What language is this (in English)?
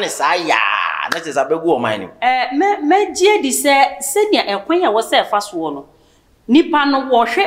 Akan